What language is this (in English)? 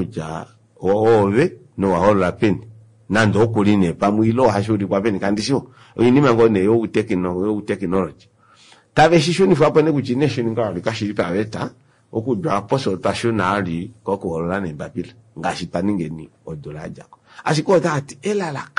Kuanyama